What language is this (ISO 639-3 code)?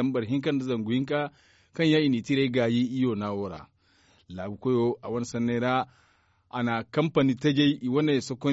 dje